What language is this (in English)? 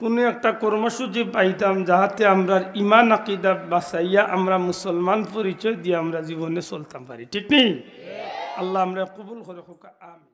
Sylheti